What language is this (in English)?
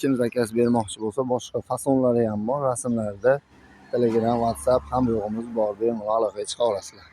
Uzbek